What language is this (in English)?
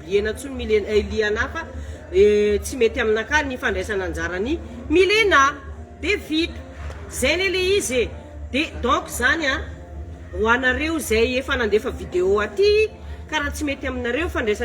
Malagasy